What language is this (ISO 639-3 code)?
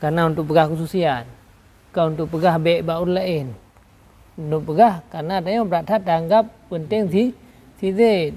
ace